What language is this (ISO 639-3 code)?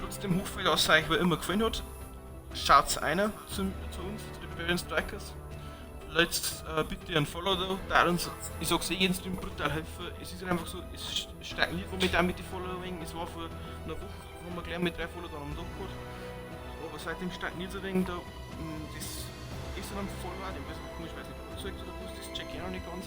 bar